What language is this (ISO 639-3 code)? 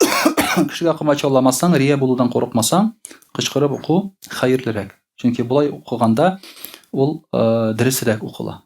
tat